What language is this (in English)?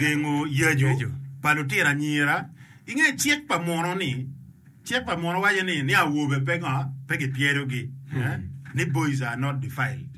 Acoli